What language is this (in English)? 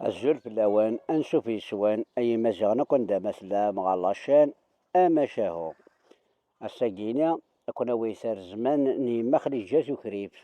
Kabyle